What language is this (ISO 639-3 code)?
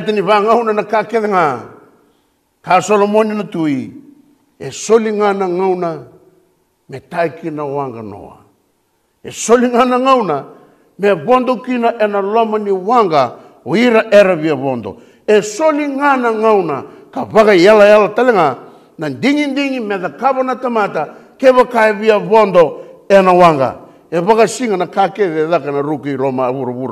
fij